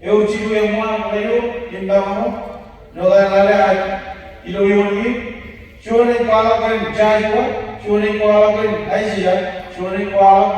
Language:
Marshallese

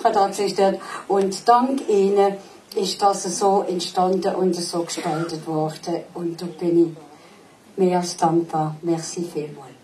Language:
Swiss German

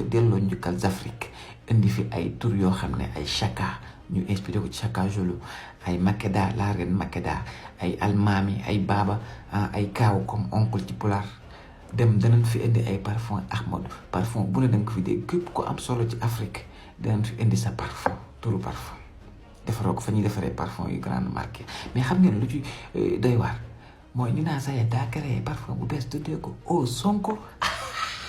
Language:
Wolof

